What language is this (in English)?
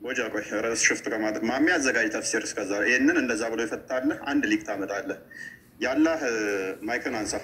Amharic